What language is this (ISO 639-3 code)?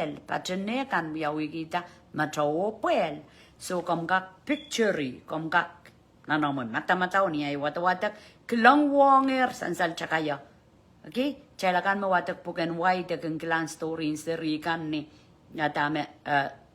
pon